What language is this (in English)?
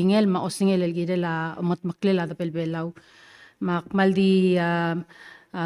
Palauan